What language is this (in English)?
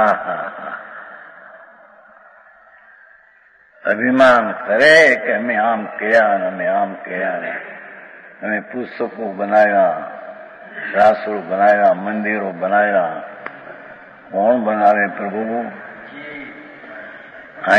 Gujarati